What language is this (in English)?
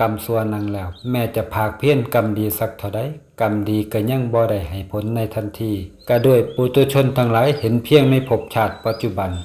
Northeastern Thai